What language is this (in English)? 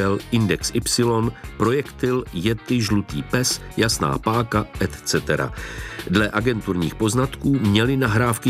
Czech